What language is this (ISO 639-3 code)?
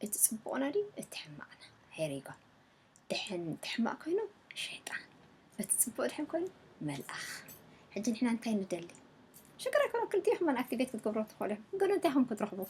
tir